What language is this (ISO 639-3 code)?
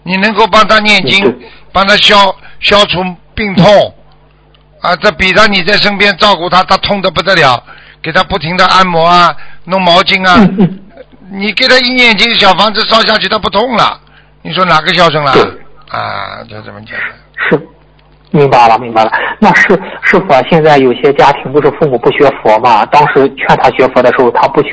zho